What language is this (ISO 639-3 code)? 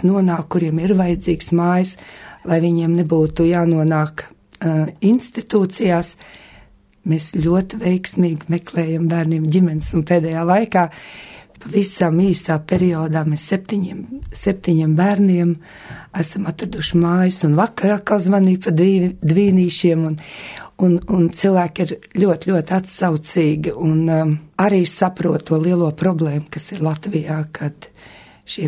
lav